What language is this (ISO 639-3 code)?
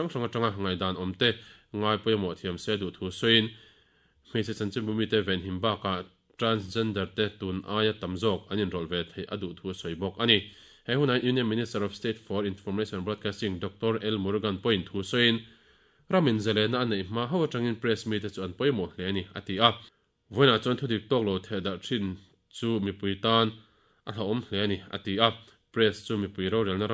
lus